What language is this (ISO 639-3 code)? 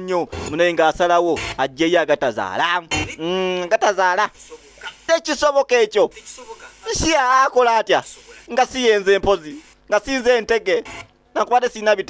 lug